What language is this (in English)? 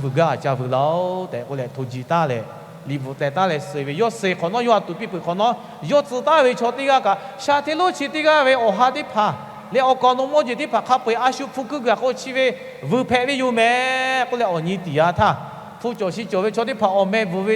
Lahu